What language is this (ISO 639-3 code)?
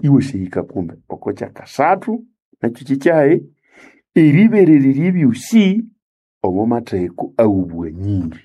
nnb